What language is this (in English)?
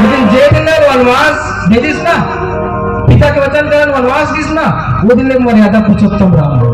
Chhattisgarhi